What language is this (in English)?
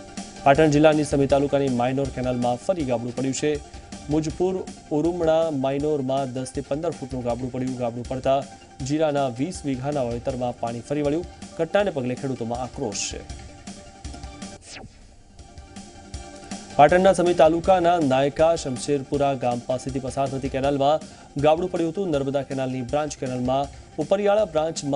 Gujarati